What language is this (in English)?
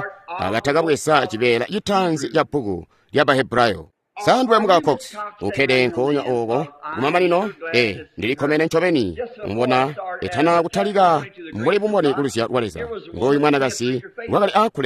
Tonga (Zambia)